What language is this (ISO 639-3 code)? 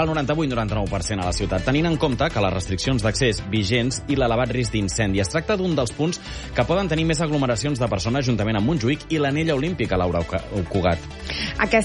cat